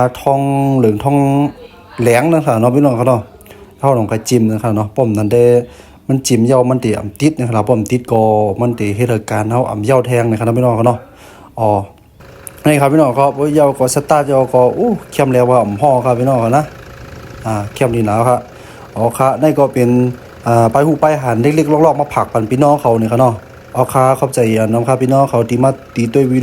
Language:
Shan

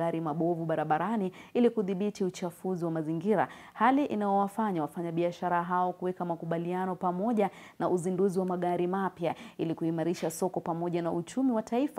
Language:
Swahili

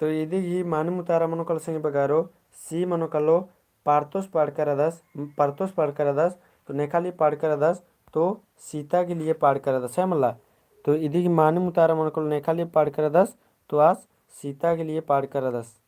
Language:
Kurukh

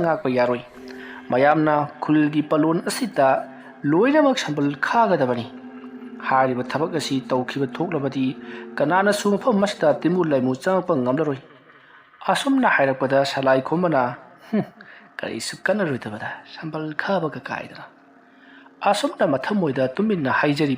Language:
Manipuri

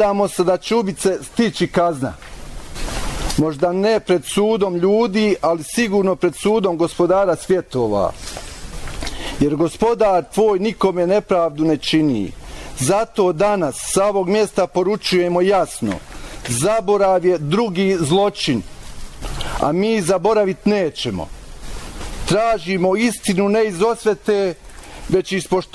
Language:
Bosnian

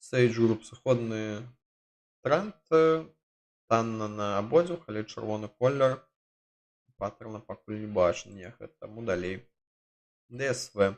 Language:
Belarusian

